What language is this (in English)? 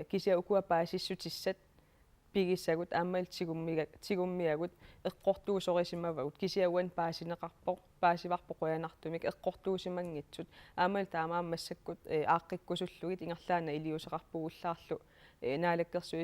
Kalaallisut